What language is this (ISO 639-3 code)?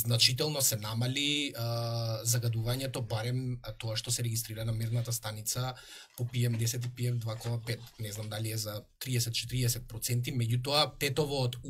mkd